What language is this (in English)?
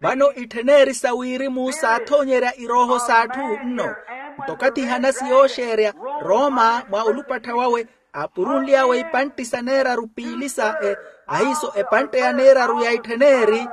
Makhuwa